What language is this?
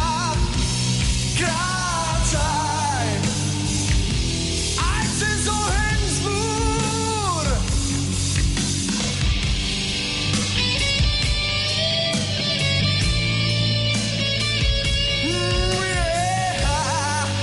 Slovak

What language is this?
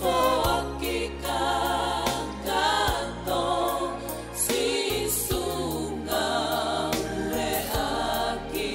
Tongan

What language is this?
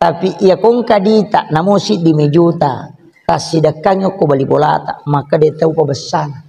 Buginese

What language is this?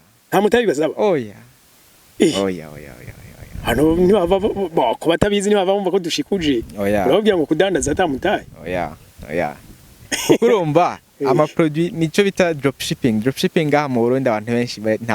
Rundi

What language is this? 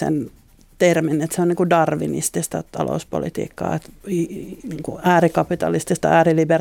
Finnish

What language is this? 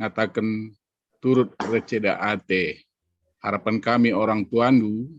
Batak Karo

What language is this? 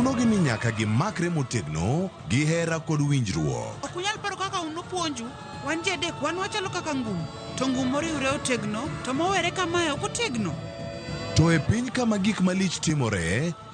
Luo (Kenya and Tanzania)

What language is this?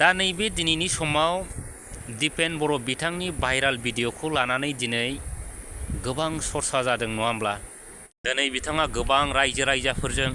Bodo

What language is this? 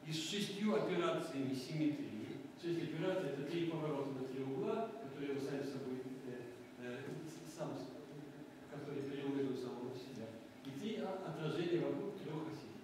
Russian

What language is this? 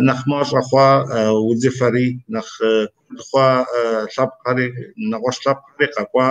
Kabardian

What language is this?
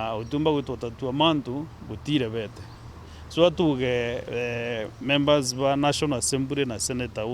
Meru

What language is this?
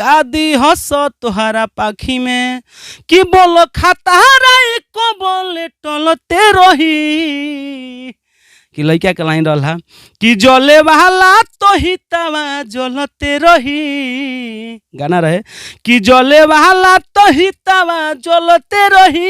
Bhojpuri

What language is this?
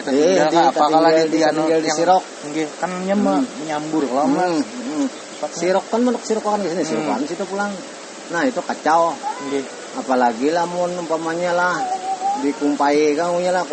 Banjar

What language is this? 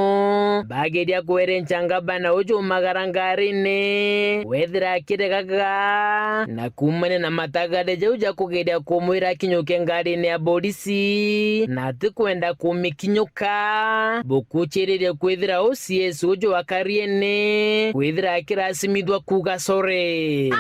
Meru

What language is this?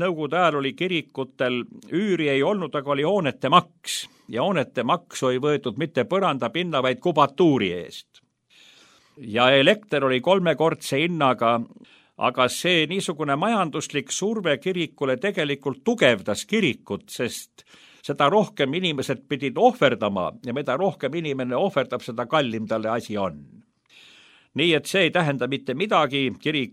Estonian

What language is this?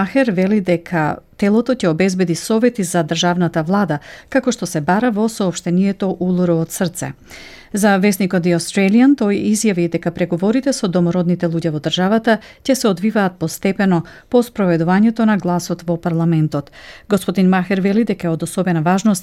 Macedonian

